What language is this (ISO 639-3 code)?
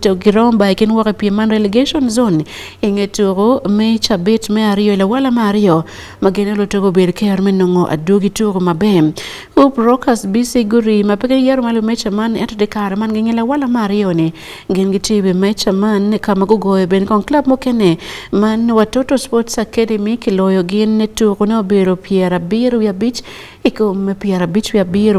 ach